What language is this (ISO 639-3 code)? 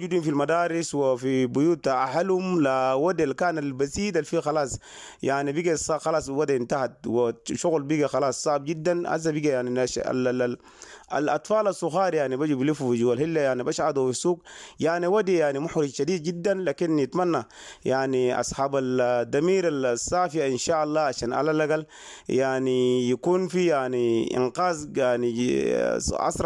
apd